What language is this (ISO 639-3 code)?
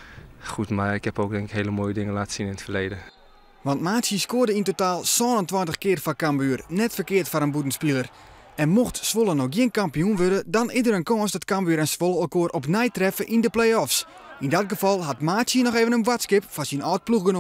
fry